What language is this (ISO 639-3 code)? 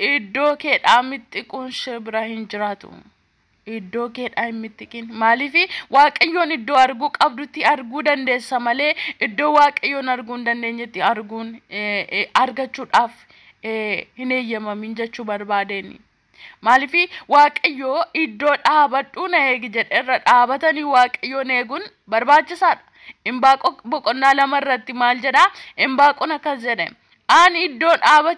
orm